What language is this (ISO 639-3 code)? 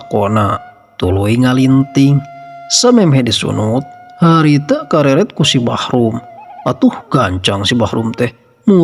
sun